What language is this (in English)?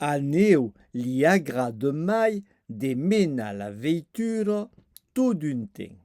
Occitan